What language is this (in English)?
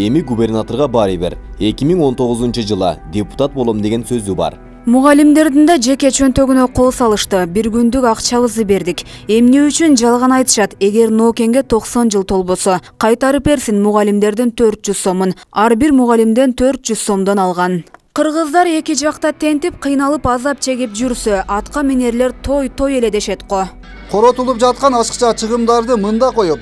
Kyrgyz